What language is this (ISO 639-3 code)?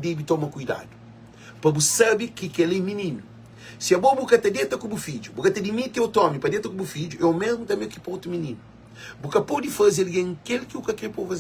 kea